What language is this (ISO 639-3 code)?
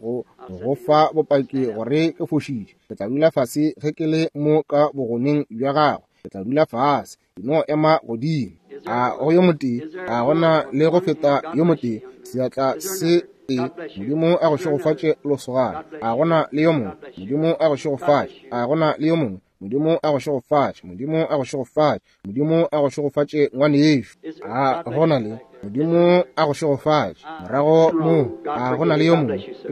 nso